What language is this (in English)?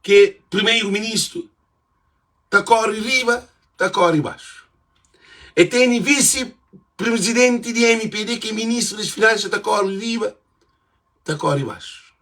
Kabuverdianu